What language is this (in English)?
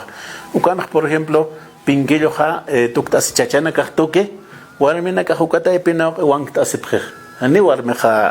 Aymara